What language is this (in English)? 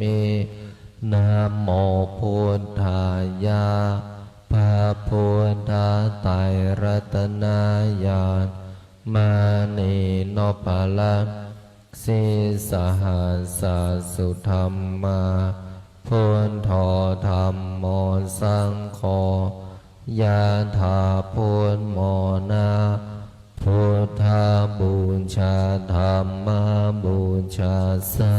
Pali